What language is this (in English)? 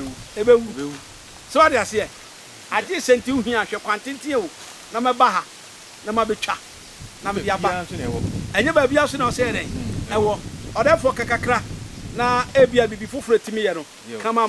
Akan